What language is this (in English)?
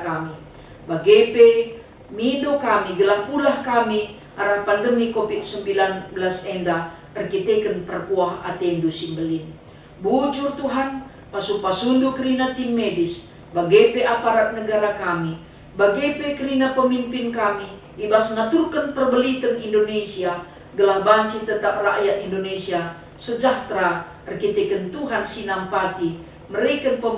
Batak Karo